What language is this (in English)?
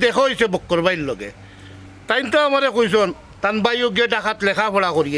Sylheti